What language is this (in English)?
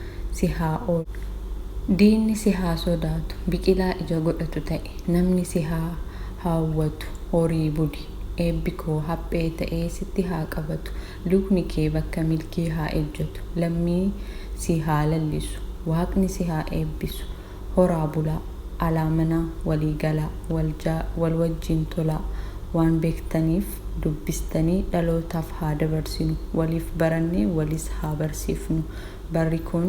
Oromo